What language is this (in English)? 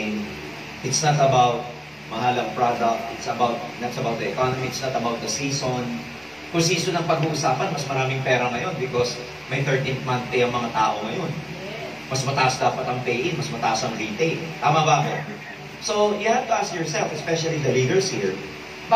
Filipino